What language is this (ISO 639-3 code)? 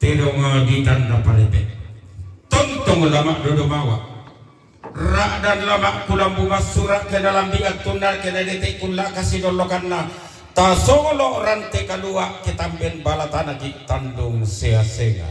sda